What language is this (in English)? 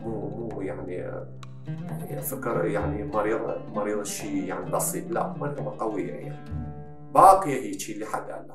Mesopotamian Arabic